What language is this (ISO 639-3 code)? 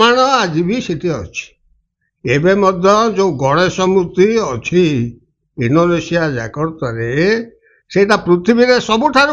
ori